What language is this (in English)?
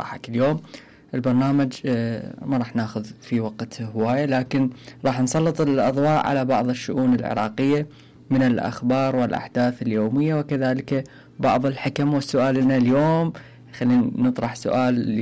Mesopotamian Arabic